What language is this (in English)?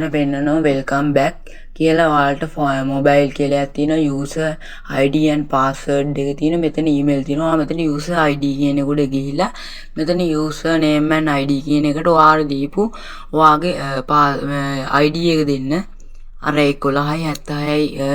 Sinhala